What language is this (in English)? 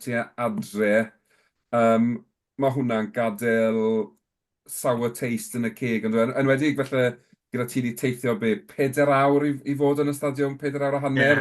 Welsh